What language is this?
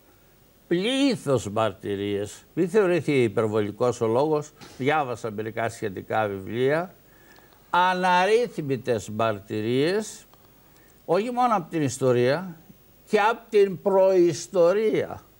Greek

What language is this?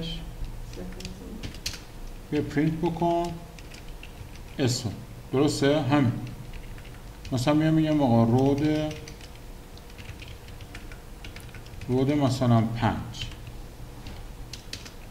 Persian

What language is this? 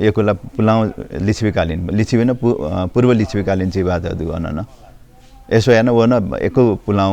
Newari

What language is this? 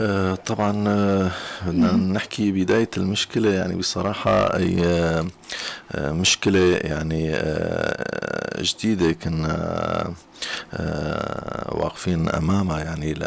North Levantine Arabic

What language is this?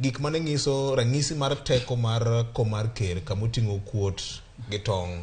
Luo (Kenya and Tanzania)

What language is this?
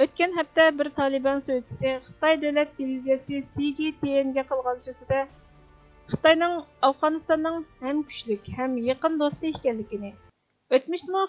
Uyghur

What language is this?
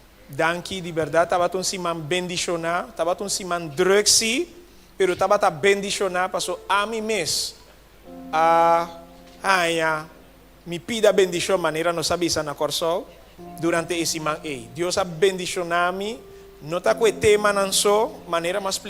Papiamento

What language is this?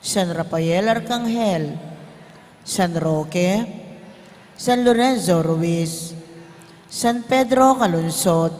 Pampanga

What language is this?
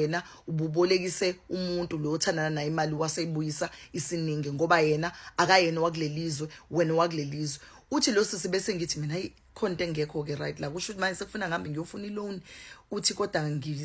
Zulu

